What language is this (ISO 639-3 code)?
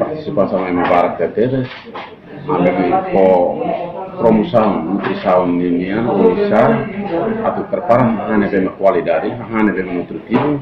tet